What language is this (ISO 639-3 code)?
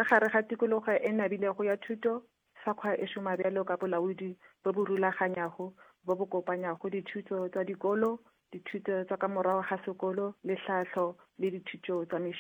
nso